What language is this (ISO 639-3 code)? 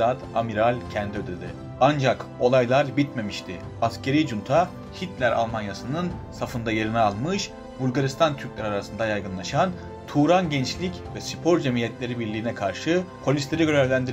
tur